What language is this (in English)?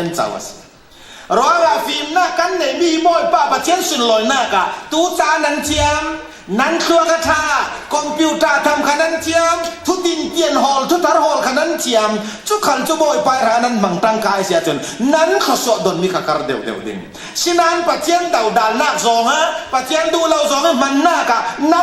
Falam Chin